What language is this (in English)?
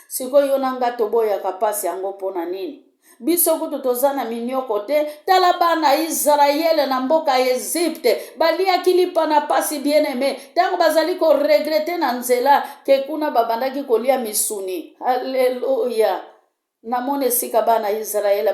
Lingala